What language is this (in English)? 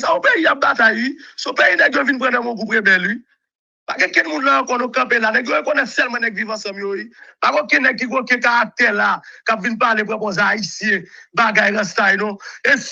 Haitian Creole